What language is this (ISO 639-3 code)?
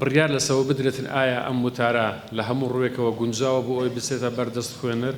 ckb